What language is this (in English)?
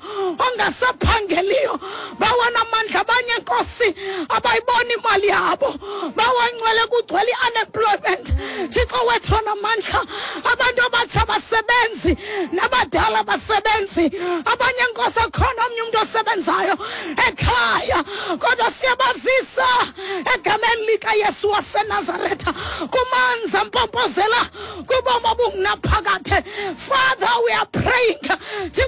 Xhosa